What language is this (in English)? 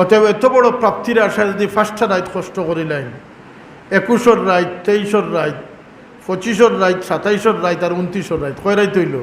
Sylheti